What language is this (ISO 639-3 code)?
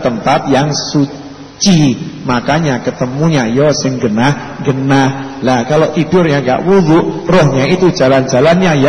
ind